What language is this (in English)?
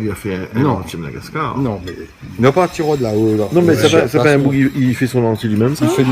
Réunion Creole French